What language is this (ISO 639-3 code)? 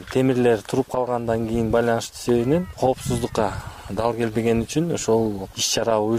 kir